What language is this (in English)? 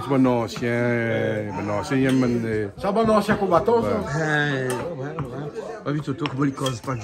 Réunion Creole French